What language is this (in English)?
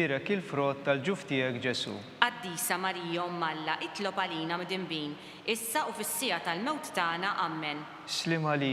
Maltese